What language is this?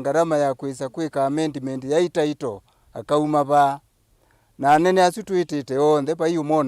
Kamba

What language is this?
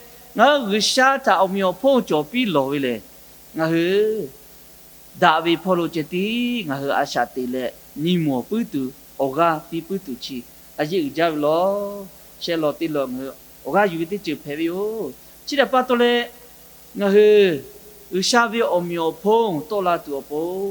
Lahu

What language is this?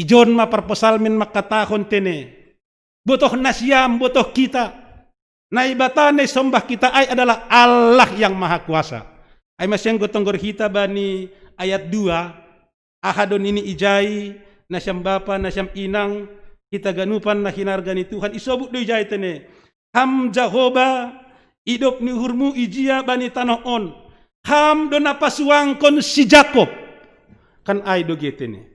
Batak Simalungun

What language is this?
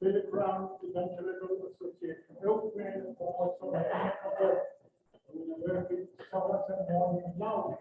Pohnpeian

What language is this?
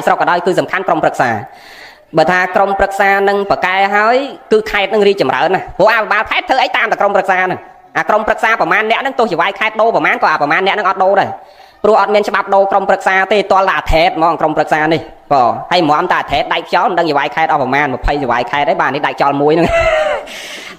Khmer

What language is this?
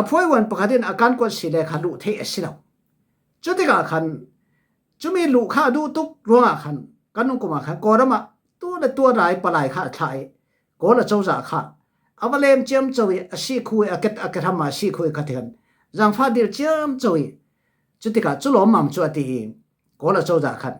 Falam Chin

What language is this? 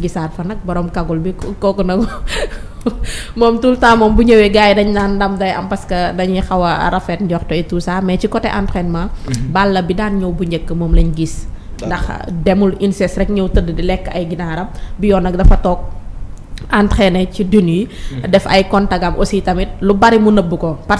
Wolof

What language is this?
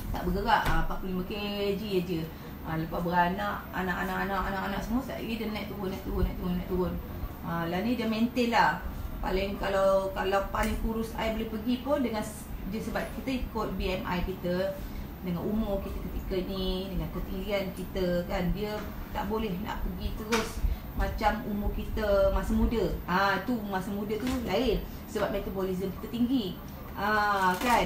Malay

